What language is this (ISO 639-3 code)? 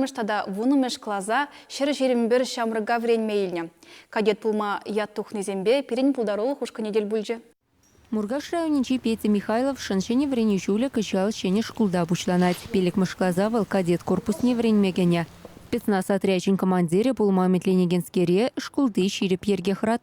chv